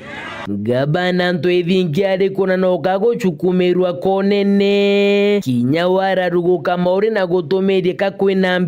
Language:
Meru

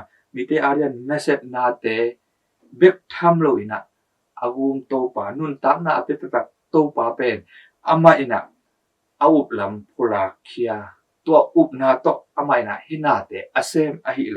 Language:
Tedim Chin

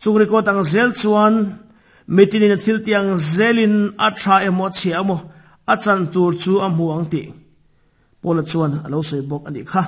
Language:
Mizo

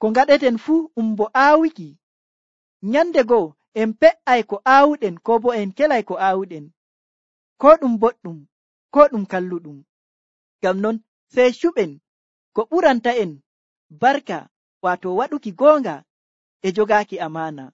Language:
Nigerian Fulfulde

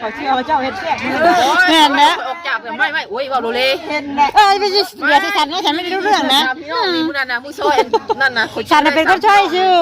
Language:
Northeastern Thai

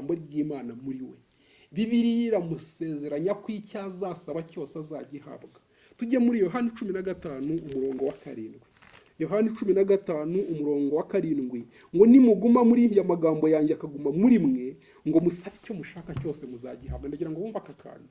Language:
Kinyarwanda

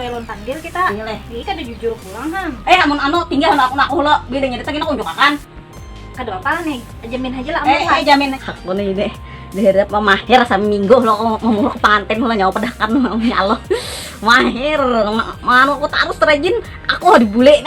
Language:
Banjar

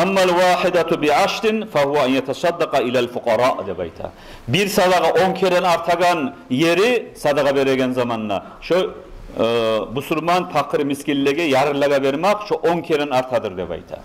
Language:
Kumyk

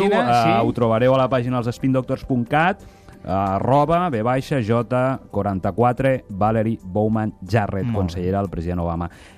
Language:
Catalan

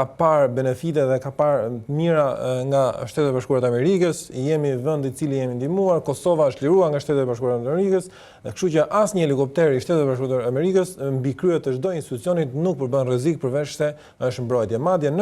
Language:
Albanian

